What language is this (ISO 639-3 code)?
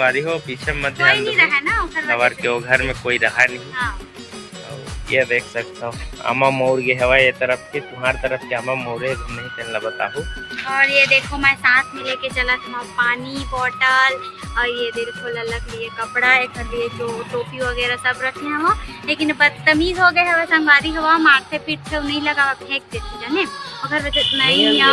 hne